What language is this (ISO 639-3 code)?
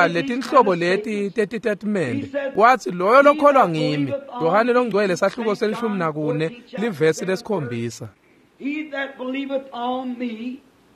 ssw